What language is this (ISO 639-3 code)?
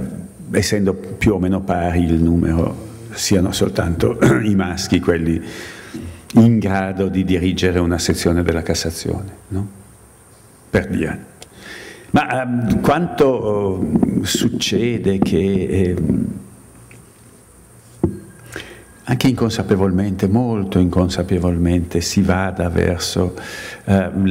ita